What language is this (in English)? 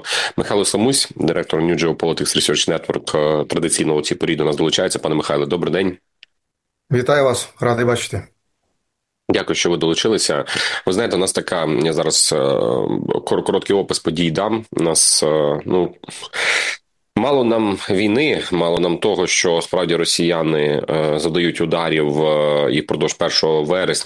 Ukrainian